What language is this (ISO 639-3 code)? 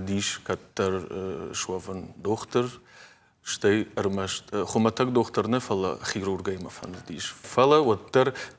oss